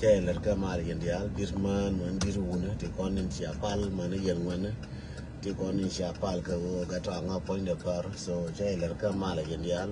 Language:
Nuer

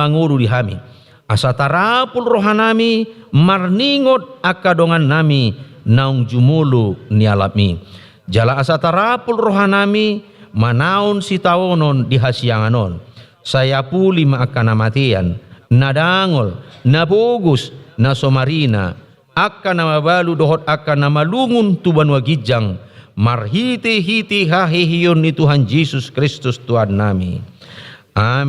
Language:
Batak Toba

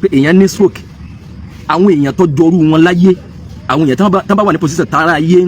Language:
Yoruba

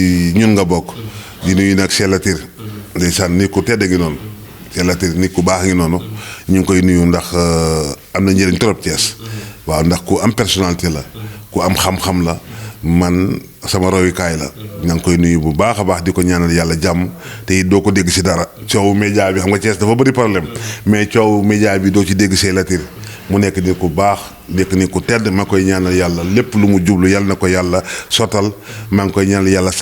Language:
Wolof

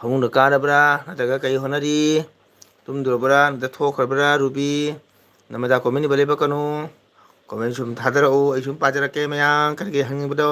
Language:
Manipuri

